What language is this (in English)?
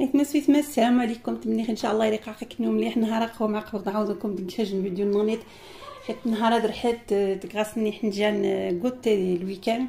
Algerian Arabic